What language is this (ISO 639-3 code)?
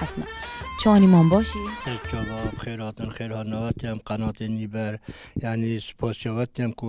kur